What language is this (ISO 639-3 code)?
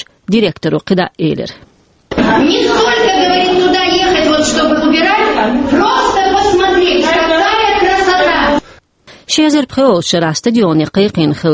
che